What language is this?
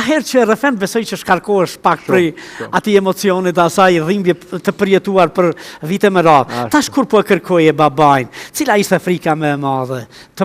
Albanian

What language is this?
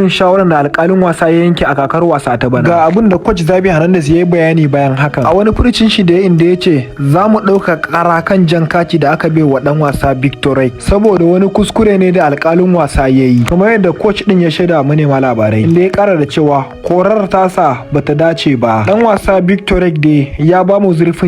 Hausa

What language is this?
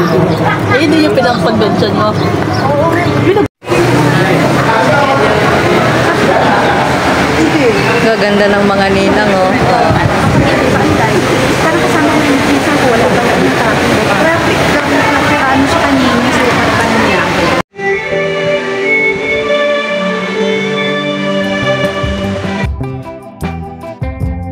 Filipino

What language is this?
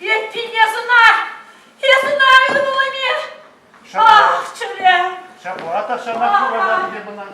Chuvash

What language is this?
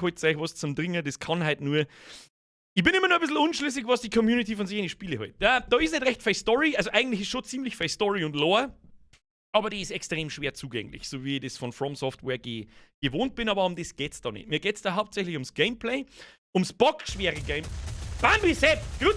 Bavarian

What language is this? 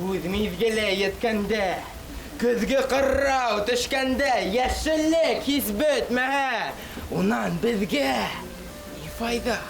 Bashkir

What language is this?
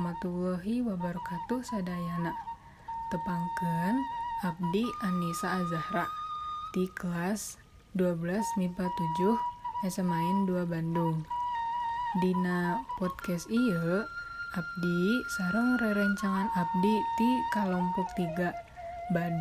Sundanese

